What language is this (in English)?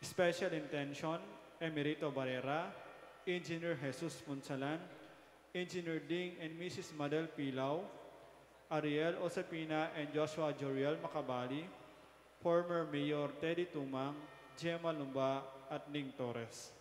Pampanga